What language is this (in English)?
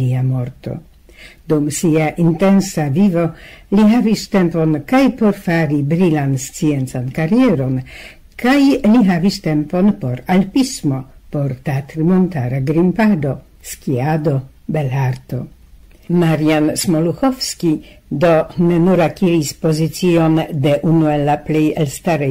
Esperanto